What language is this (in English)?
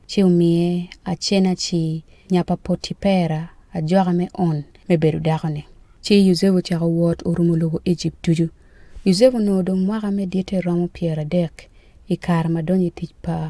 Acoli